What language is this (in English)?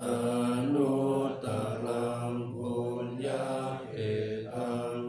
Pali